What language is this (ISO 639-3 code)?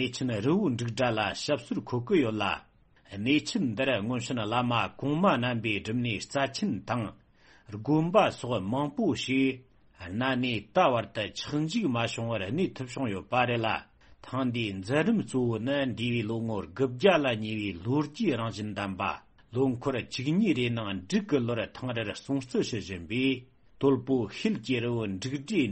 bod